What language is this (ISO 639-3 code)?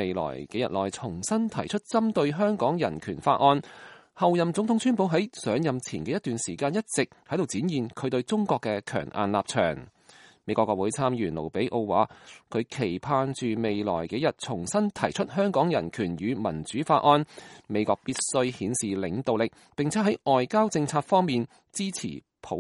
yue